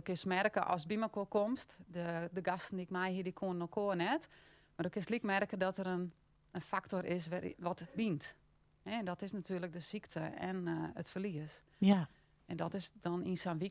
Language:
Western Frisian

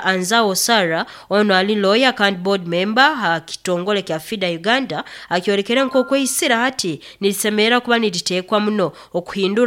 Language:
Nyoro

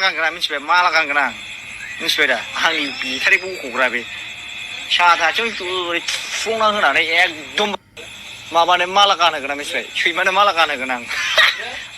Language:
Bodo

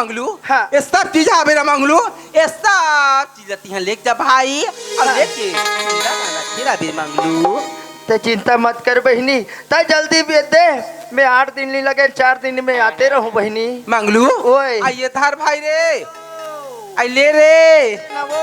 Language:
Chhattisgarhi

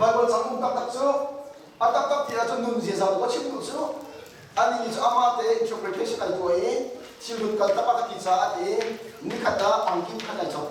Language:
Hakha Chin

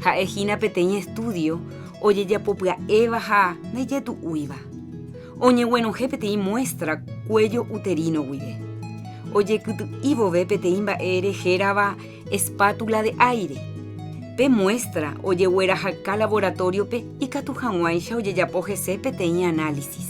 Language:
Guarani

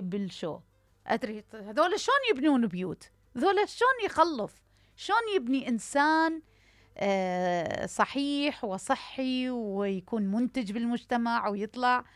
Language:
Mesopotamian Arabic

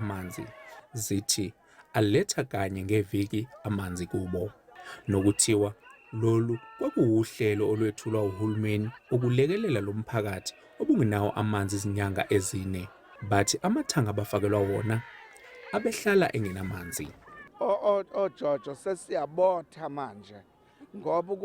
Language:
Zulu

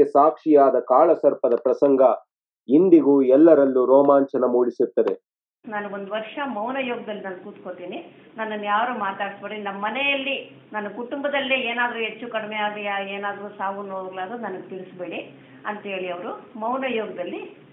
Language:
Kannada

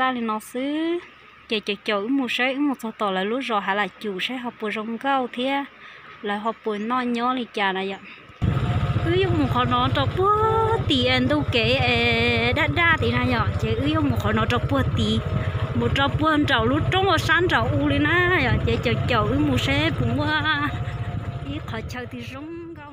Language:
Hmong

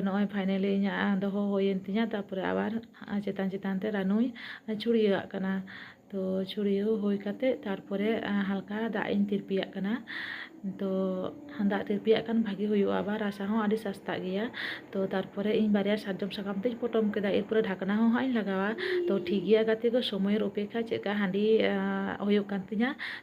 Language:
Santali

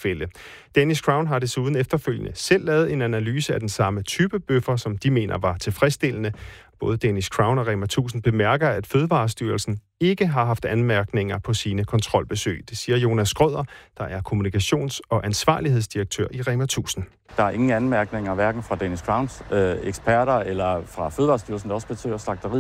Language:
Danish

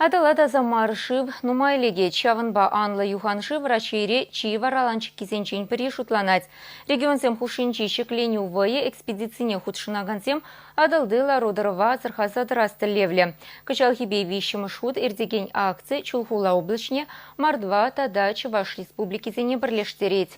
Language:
Chuvash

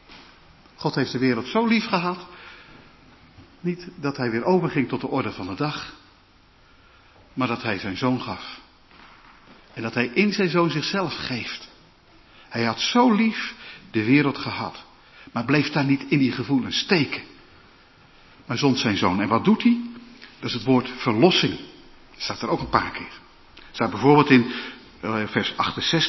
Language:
Dutch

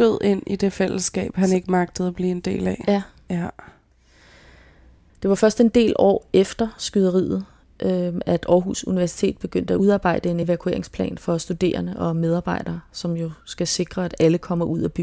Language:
Danish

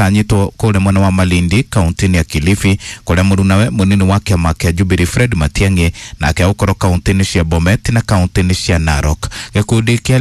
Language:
Kikuyu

